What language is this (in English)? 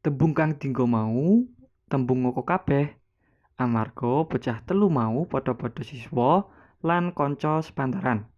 Javanese